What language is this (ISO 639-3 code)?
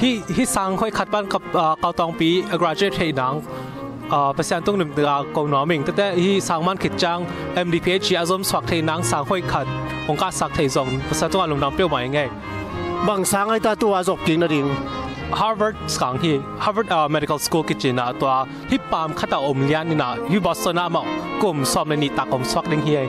ctd